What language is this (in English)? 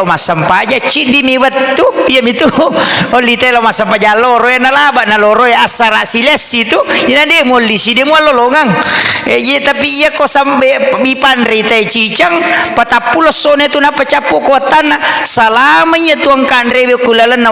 Buginese